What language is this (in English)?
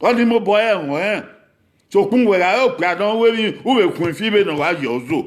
Bini